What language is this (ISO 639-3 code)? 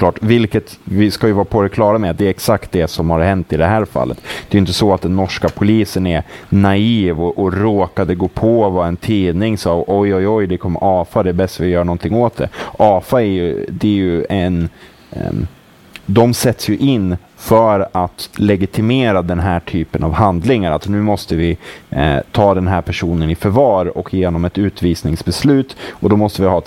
swe